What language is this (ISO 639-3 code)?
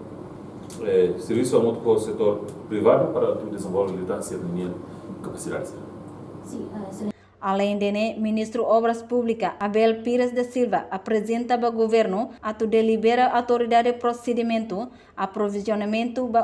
tet